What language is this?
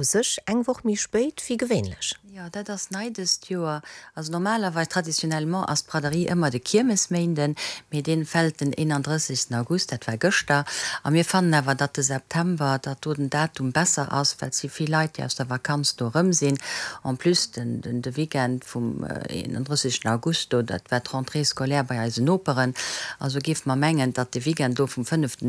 Luxembourgish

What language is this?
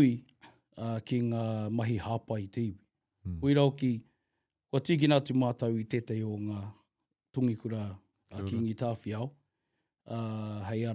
Māori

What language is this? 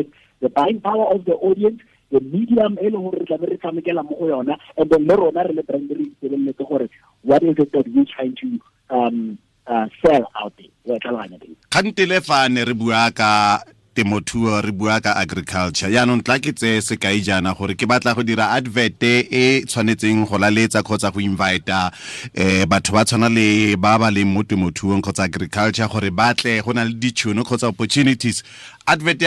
Tswana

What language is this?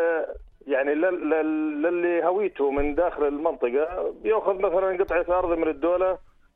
North Levantine Arabic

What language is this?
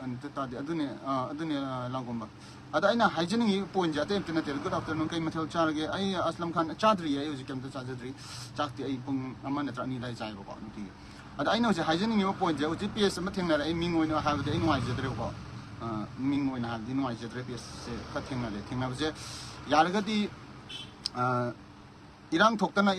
Manipuri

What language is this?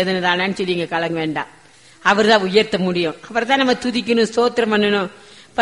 Tamil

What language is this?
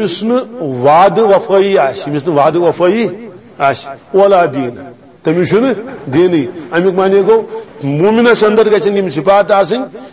Kashmiri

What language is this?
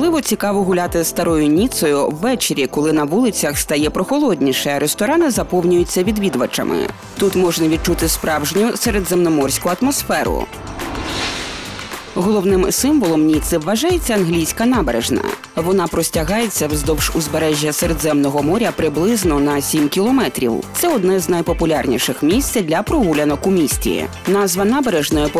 Ukrainian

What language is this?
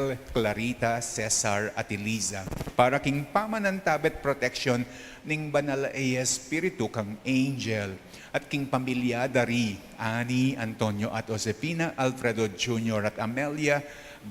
Pampanga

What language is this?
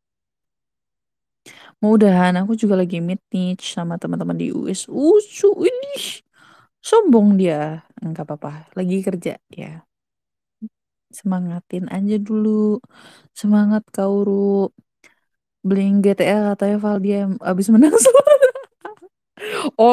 Indonesian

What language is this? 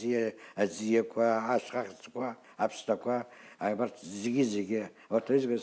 Abkhazian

